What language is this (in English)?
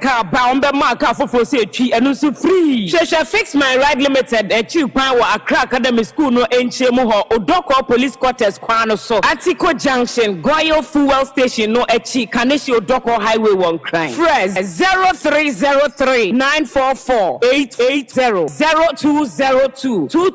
Akan